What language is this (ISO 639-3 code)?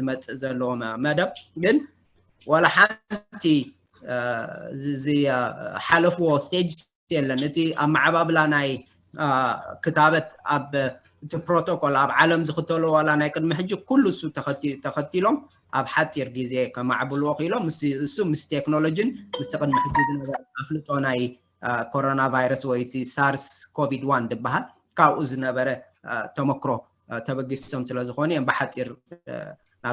tir